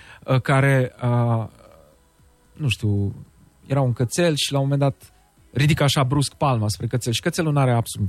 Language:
Romanian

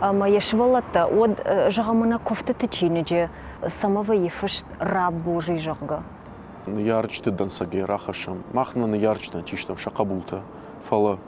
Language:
Ossetic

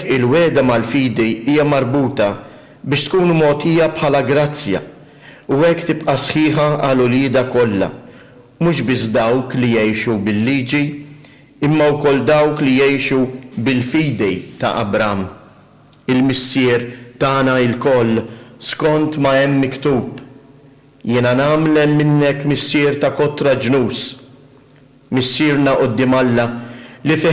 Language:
Maltese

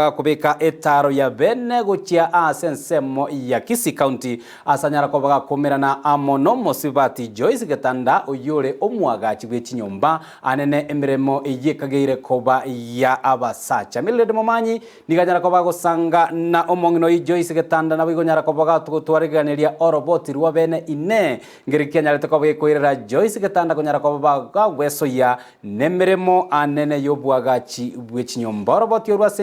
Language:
Gusii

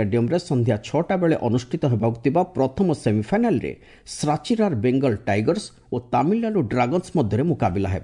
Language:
Odia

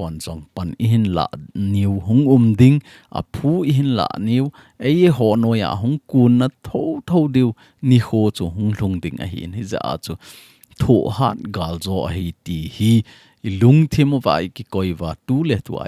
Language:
Thado Chin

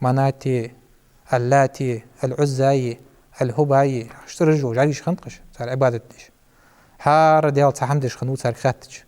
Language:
Ingush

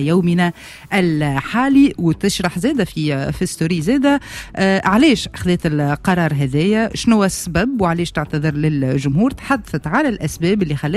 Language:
Tunisian Arabic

